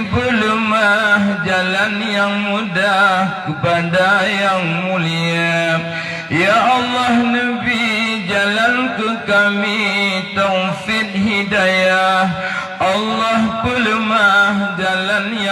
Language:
Achinese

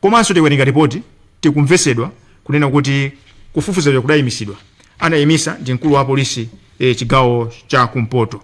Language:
Nyanja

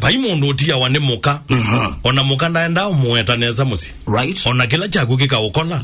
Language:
Kamba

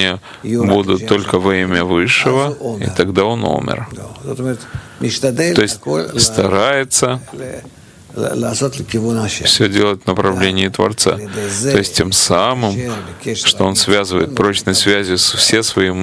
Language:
Russian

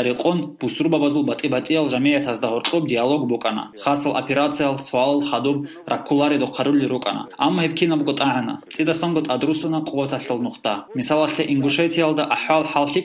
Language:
Avaric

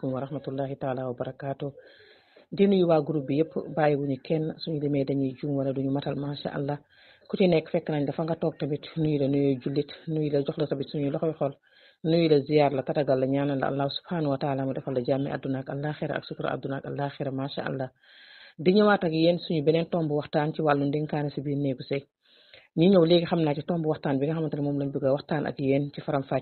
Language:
Wolof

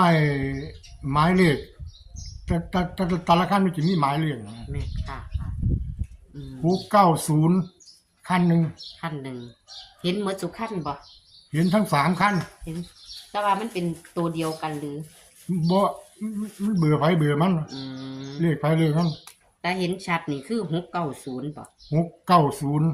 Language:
Northeastern Thai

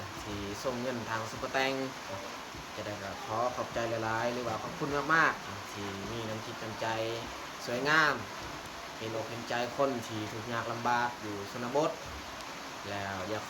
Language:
Lao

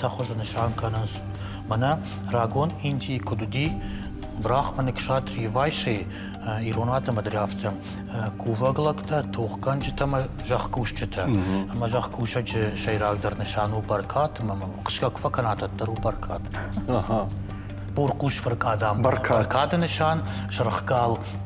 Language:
Ossetic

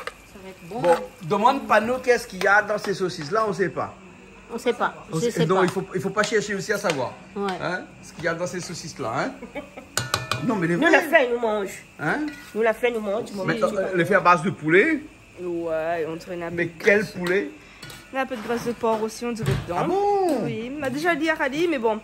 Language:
Réunion Creole French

